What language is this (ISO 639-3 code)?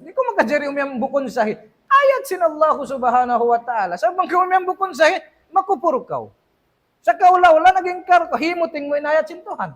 tsg